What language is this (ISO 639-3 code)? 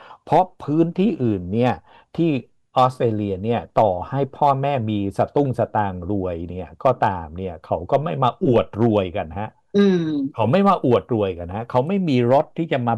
tha